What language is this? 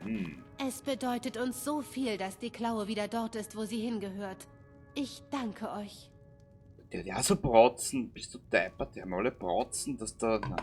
Bavarian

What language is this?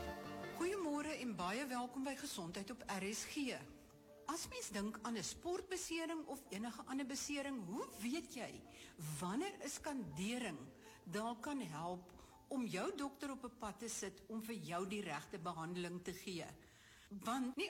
Afrikaans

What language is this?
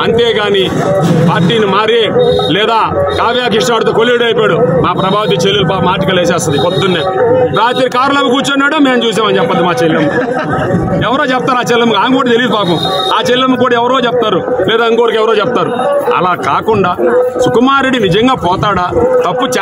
Telugu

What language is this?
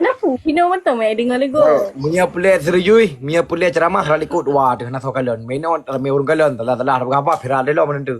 Achinese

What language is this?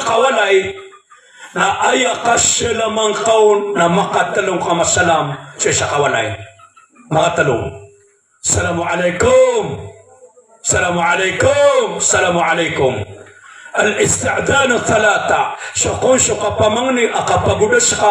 Maranao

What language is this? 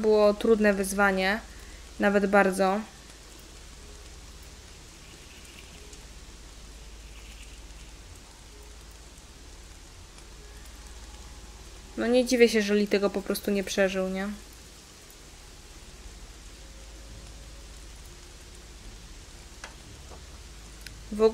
Polish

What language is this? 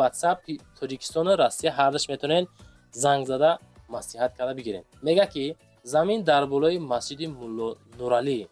Tajik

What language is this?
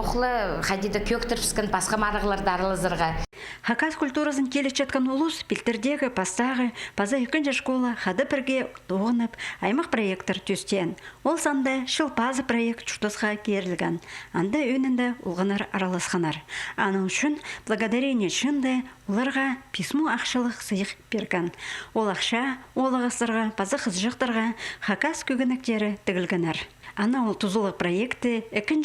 Khakas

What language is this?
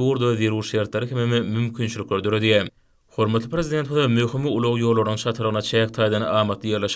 Turkmen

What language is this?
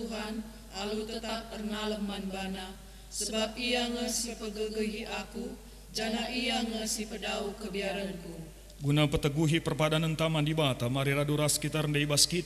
Batak Karo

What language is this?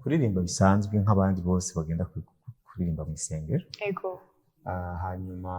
Rundi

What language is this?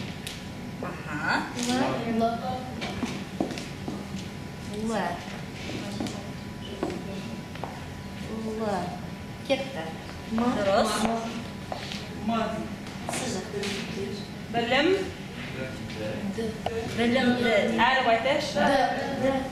Kazakh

